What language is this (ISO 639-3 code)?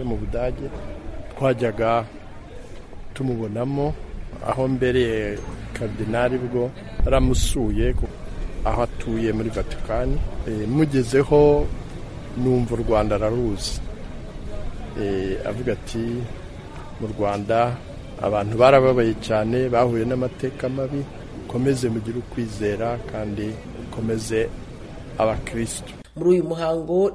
kin